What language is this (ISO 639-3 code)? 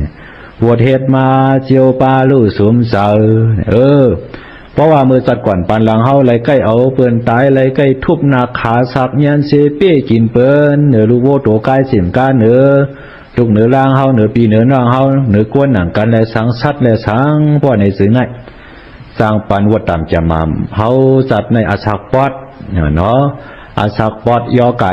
shn